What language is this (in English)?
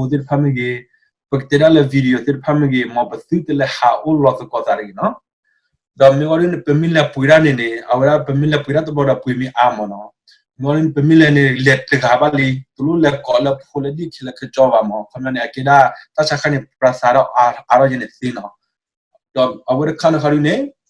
S'gaw Karen